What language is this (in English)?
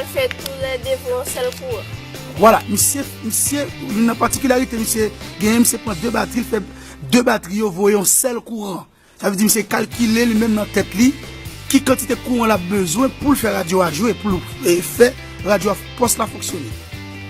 Haitian Creole